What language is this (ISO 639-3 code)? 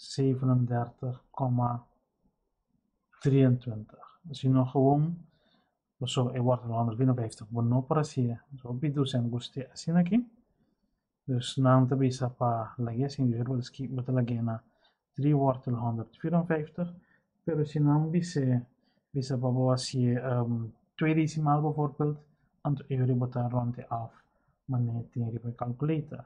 pap